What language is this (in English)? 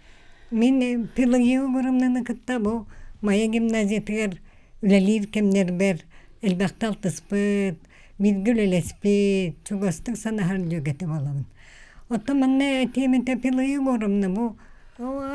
Yakut